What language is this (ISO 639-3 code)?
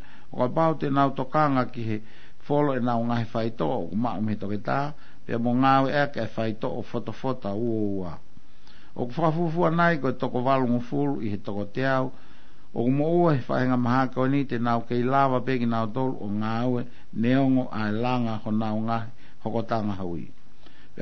ton